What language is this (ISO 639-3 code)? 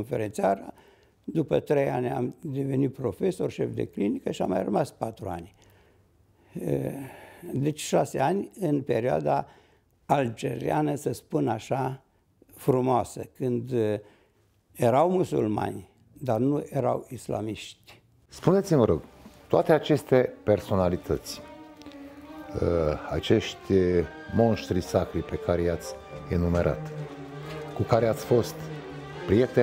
ron